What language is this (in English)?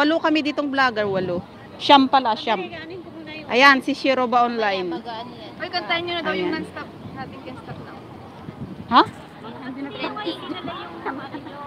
Filipino